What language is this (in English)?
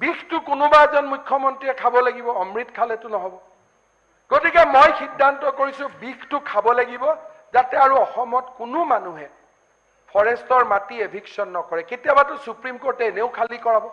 Assamese